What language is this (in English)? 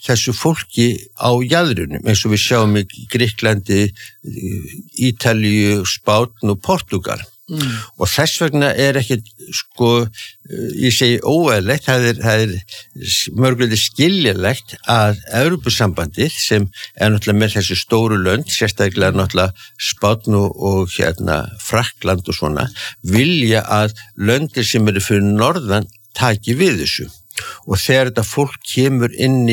Icelandic